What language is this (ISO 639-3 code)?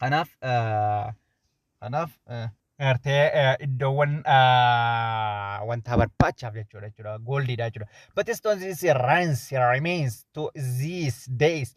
orm